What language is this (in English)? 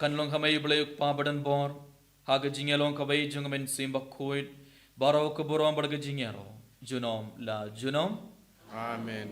Khasi